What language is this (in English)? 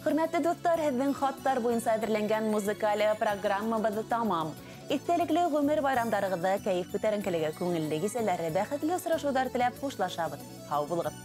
Bashkir